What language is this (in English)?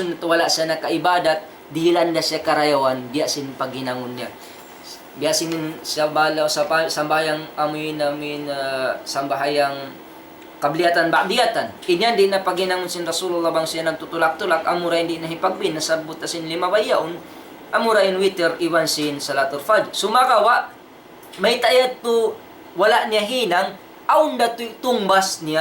Tausug